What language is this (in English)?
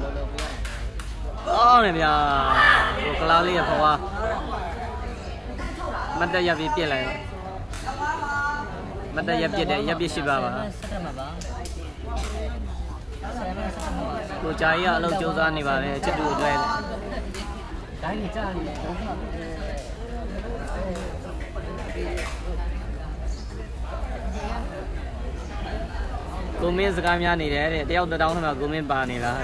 Burmese